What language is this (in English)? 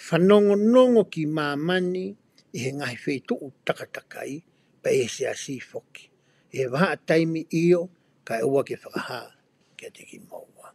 Tongan